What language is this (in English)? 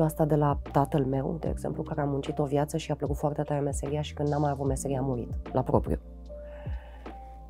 Romanian